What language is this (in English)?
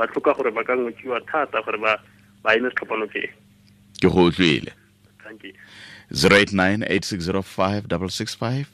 Tswana